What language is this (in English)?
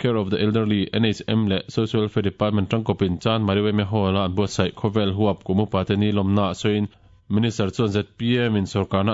Mizo